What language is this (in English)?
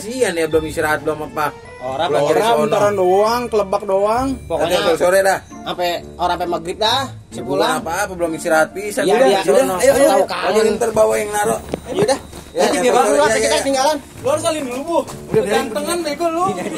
Betawi